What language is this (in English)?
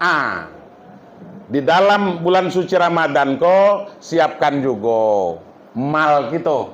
Minangkabau